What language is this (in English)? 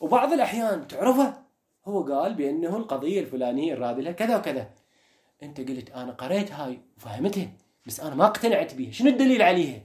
Mesopotamian Arabic